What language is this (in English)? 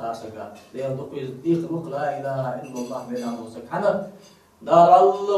Ingush